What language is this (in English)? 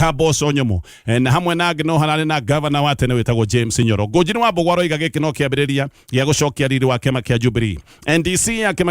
Kikuyu